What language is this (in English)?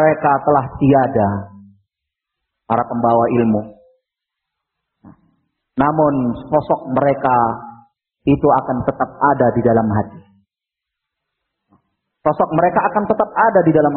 Indonesian